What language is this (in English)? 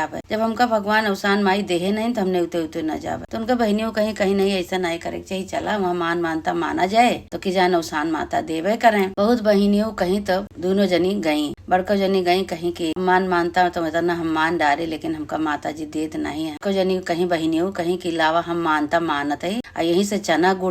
Awadhi